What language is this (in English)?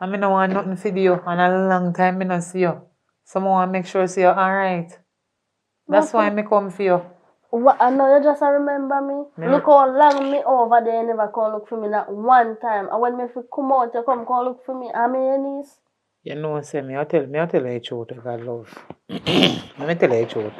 Jamaican Creole English